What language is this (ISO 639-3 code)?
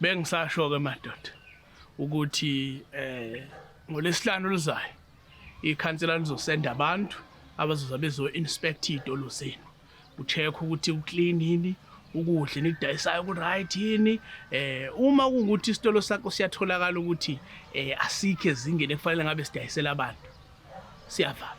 zul